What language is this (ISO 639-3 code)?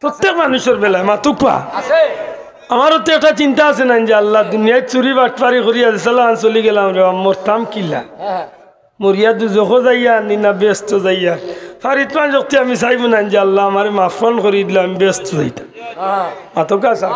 syl